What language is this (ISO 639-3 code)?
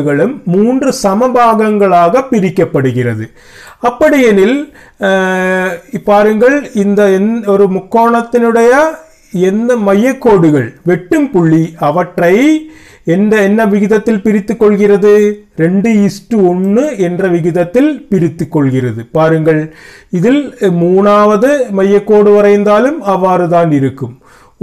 tam